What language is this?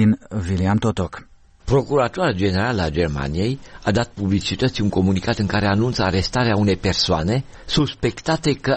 Romanian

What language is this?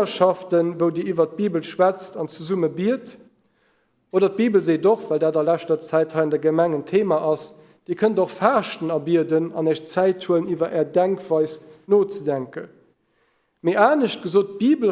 Luxembourgish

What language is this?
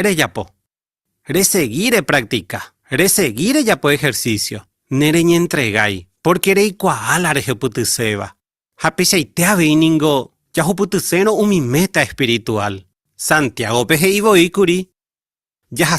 Guarani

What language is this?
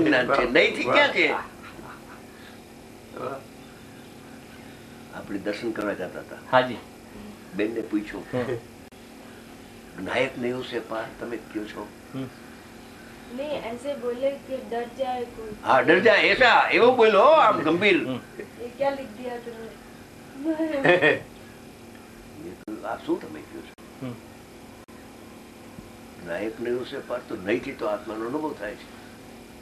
Gujarati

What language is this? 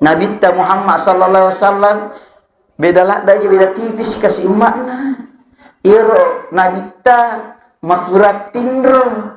Buginese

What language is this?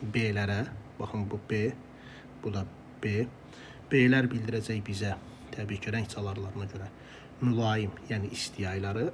Azerbaijani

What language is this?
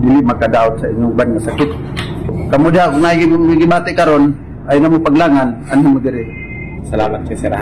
Cebuano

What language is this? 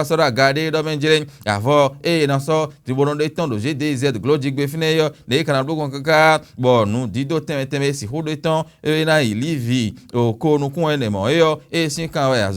Fon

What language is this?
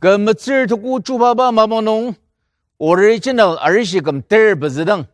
Ao Naga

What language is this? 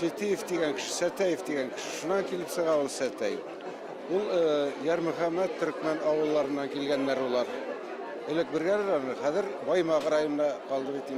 Bashkir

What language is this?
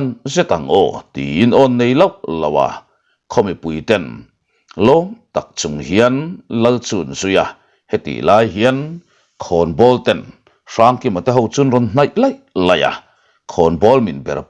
Mizo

